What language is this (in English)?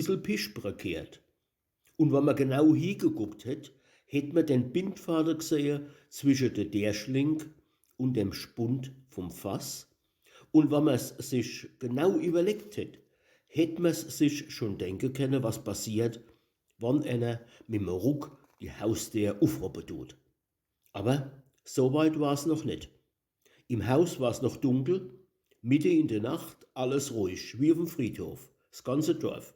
Palatine German